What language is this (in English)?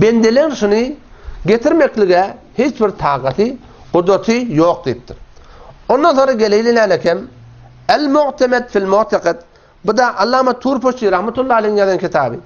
Turkmen